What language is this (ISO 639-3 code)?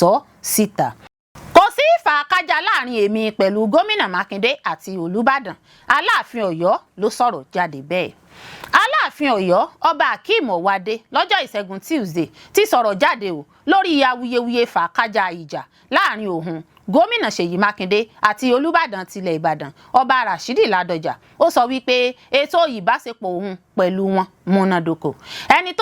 yor